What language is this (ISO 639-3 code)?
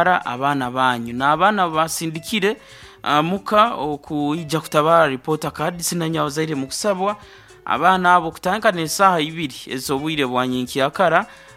nyo